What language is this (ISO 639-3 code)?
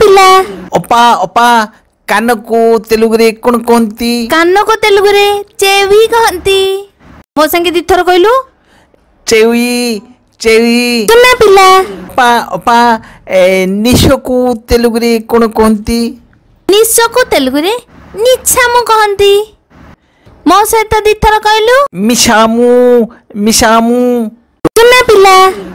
ori